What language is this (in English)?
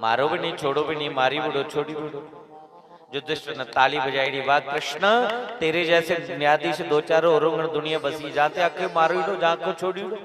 Dogri